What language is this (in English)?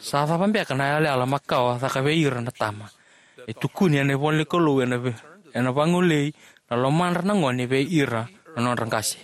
Fijian